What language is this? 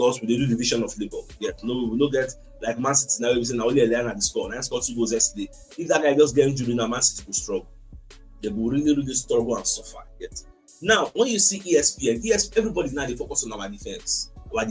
Nigerian Pidgin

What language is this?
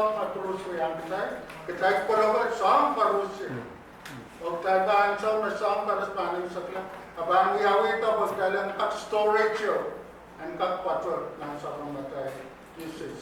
Pohnpeian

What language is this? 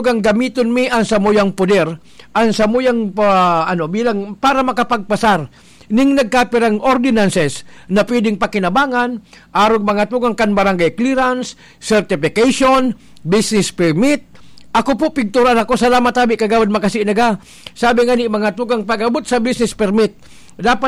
Bikol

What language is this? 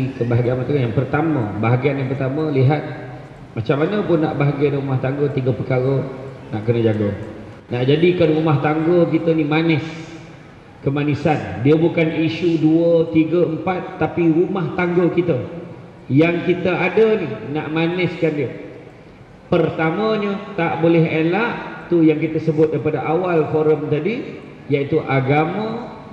Malay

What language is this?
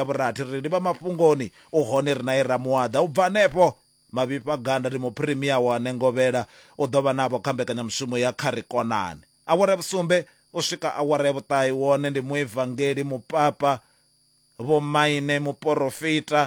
Venda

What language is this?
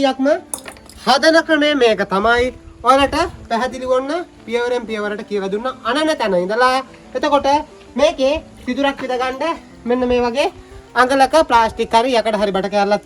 Sinhala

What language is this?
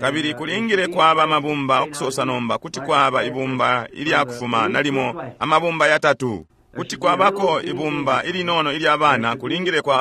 Bemba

